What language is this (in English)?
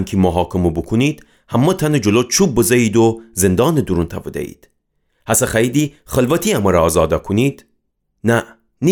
Gilaki